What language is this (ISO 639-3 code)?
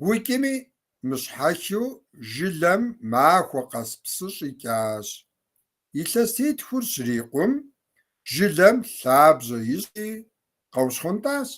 kbd